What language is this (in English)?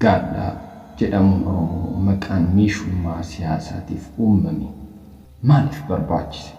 Oromo